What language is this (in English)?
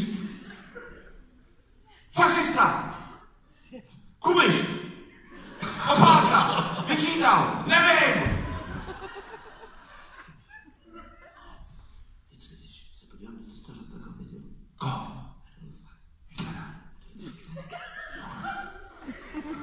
Czech